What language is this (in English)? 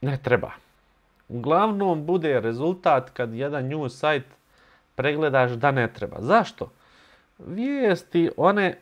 Bosnian